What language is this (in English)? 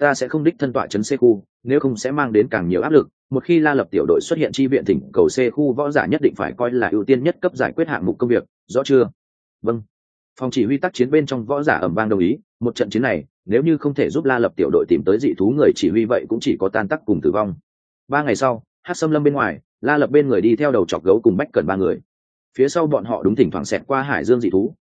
Vietnamese